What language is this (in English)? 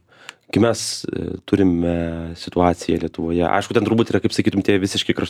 Lithuanian